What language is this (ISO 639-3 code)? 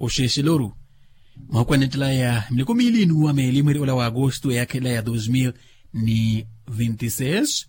vmw